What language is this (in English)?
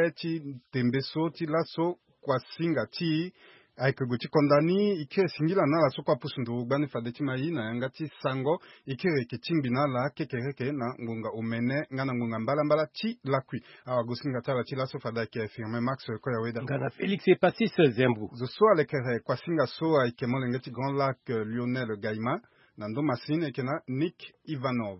Sango